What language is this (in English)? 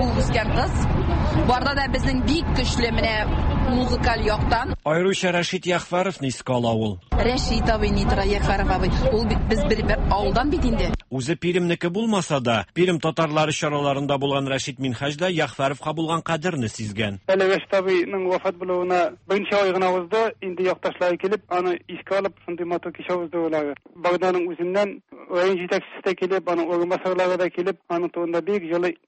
Tatar